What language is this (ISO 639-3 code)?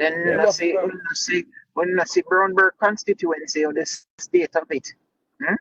jam